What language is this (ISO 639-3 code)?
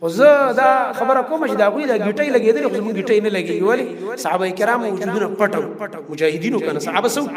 pus